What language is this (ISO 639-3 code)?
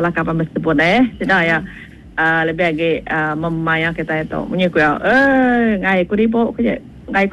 iba